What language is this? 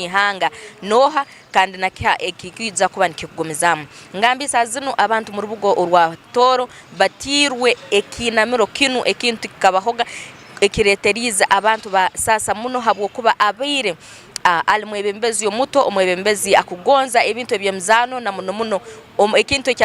Tooro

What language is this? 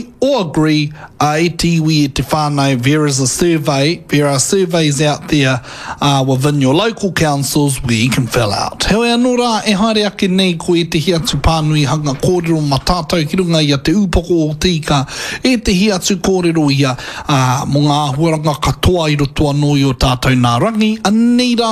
Māori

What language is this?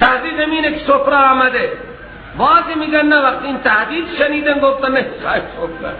Persian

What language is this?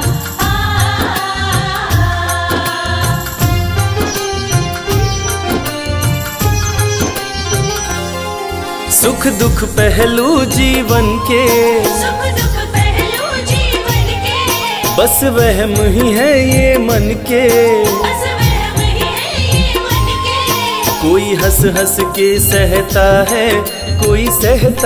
Hindi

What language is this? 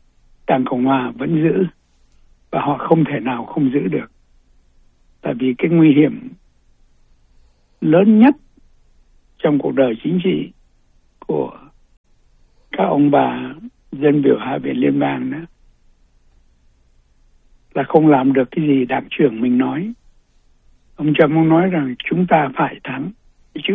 Vietnamese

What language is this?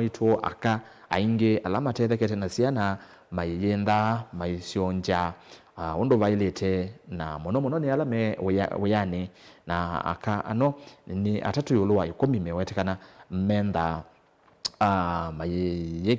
Kamba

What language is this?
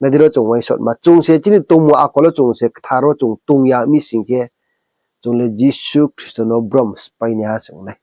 Riang (India)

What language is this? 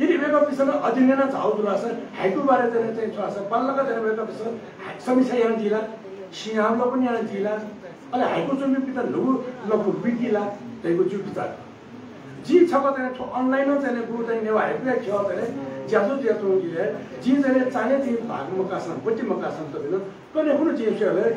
Newari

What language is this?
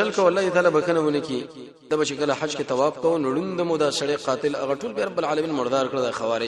Pashto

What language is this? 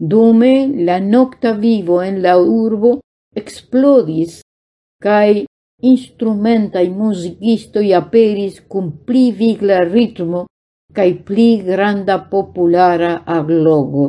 Esperanto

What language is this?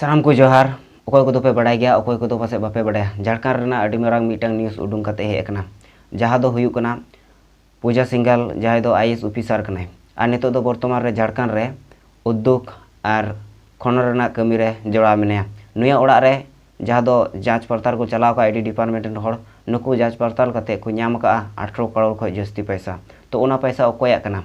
Santali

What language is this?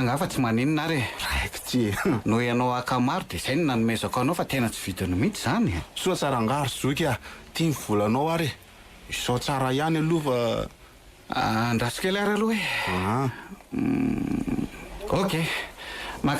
Malagasy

